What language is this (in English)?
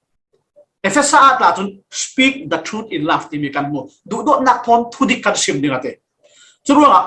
Falam Chin